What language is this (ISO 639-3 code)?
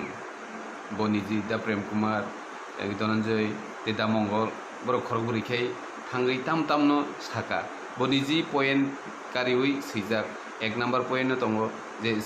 trp